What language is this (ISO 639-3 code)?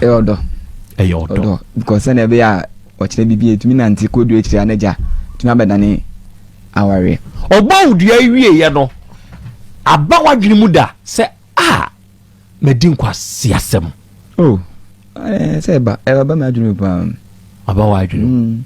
aka